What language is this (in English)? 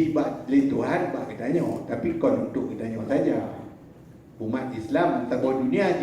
Achinese